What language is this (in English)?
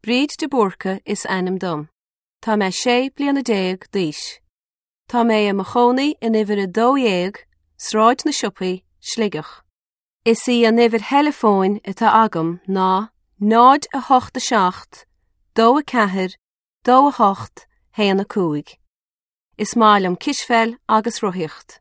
Irish